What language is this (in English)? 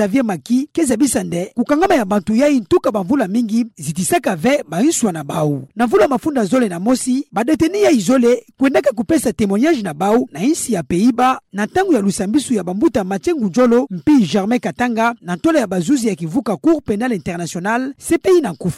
Kituba (Democratic Republic of Congo)